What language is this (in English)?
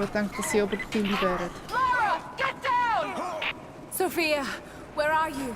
Swiss German